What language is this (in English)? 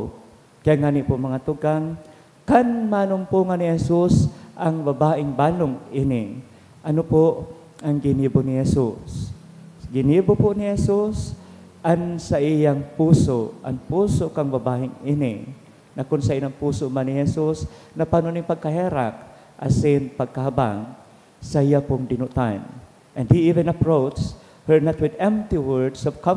Bikol